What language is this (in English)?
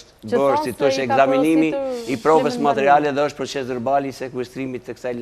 Albanian